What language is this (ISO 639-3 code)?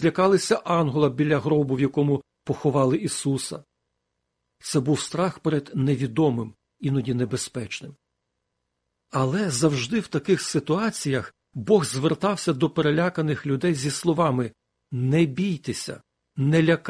ukr